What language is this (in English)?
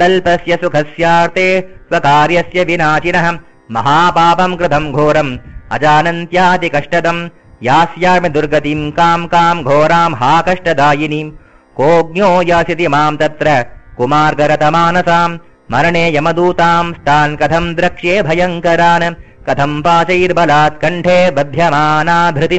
Sanskrit